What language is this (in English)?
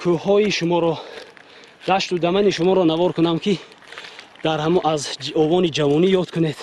Tajik